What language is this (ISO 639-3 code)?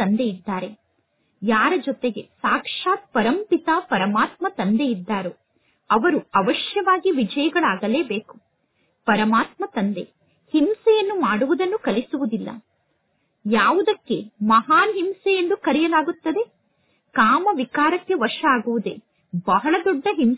kan